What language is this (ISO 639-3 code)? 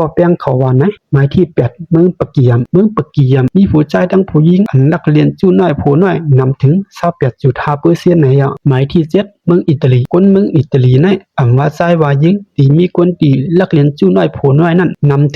shn